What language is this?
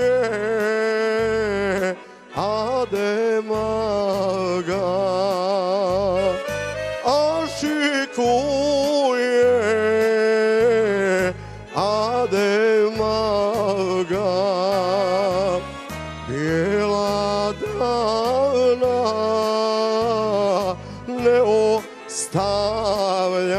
Bosnian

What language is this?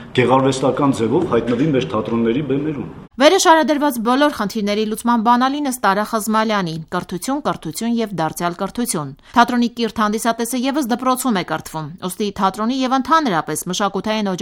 Armenian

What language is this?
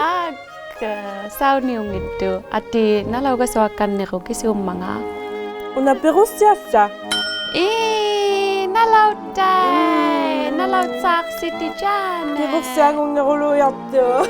Inuktitut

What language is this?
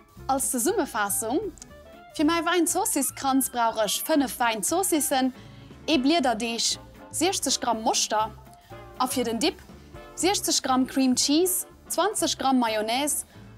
Luxembourgish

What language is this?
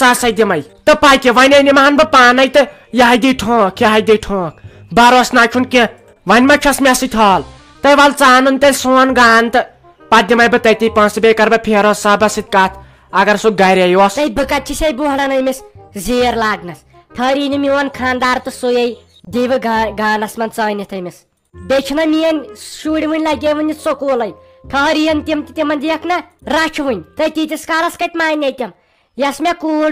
Kashmiri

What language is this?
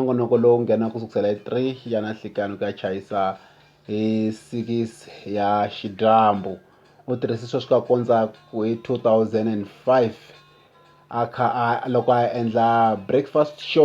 Tsonga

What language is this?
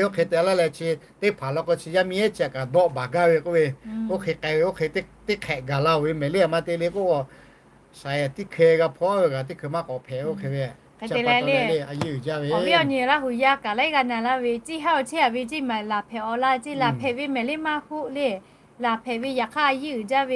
Lahu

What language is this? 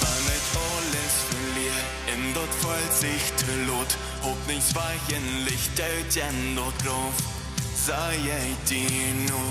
Plautdietsch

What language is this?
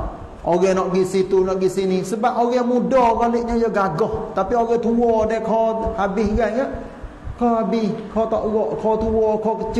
Malay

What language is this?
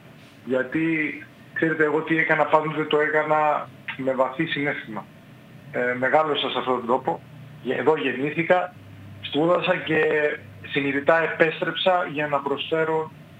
Greek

